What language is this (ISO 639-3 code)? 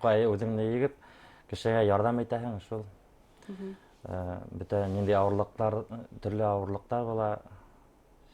bak